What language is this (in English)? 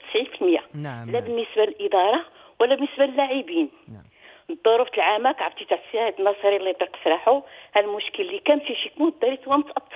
Moroccan Arabic